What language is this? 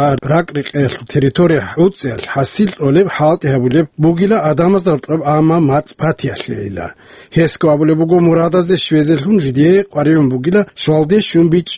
Avaric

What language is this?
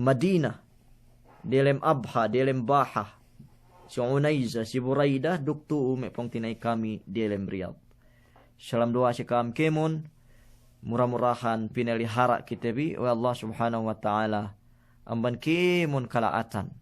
Yakan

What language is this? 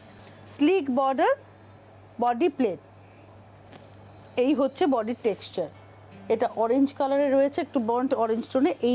Bangla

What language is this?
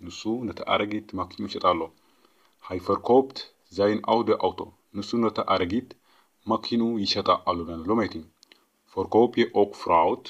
Tigrinya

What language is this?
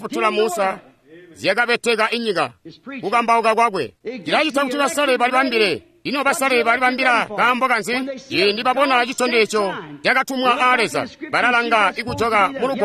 Tonga (Zambia)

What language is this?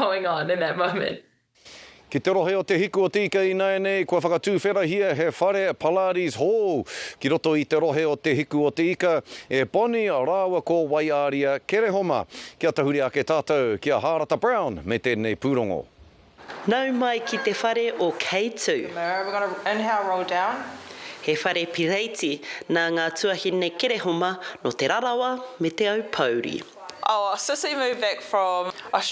Māori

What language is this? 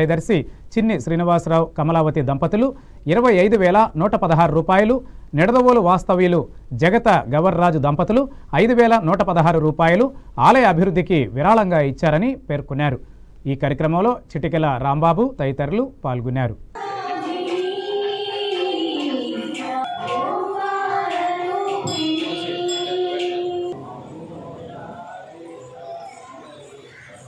Telugu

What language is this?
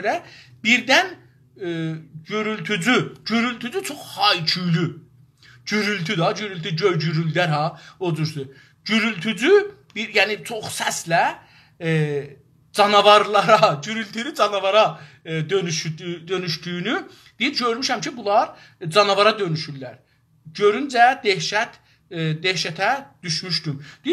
South Azerbaijani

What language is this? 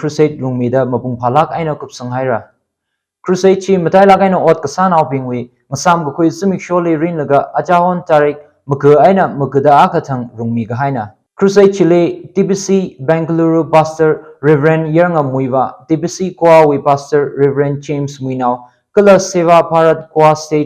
Tangkhul Naga (India)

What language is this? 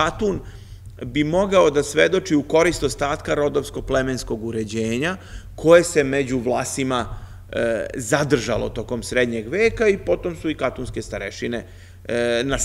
Serbian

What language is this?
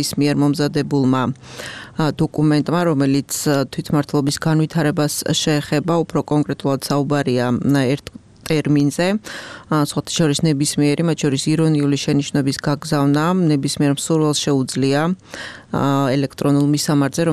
Georgian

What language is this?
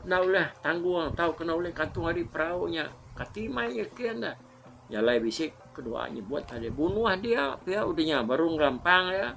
Iban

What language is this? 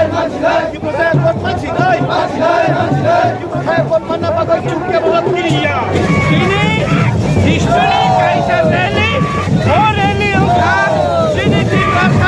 Kok Borok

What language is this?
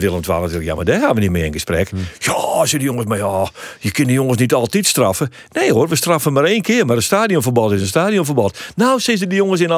Western Frisian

